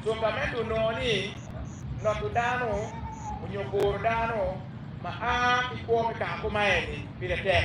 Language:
Acoli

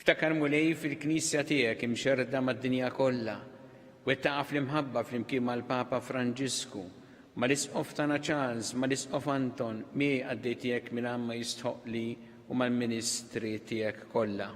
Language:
Maltese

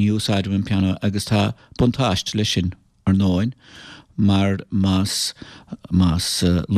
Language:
Irish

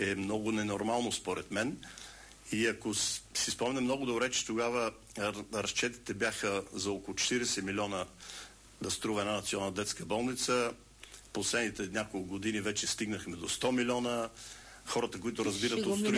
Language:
Bulgarian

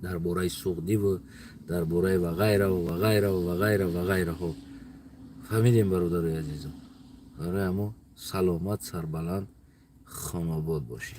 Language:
Tajik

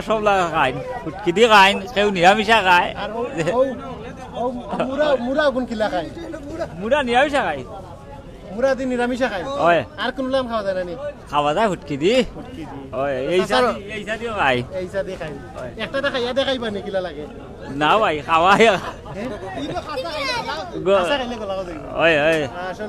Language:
Sylheti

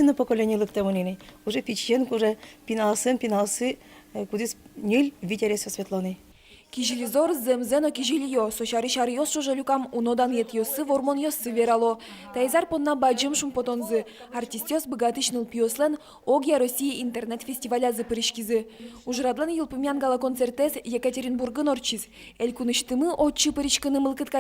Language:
Udmurt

